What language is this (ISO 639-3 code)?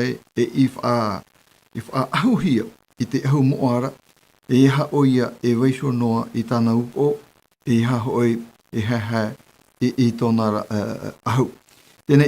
tah